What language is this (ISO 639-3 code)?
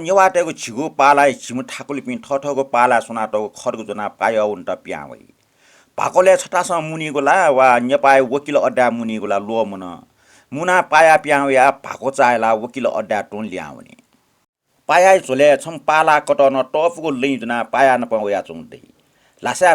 new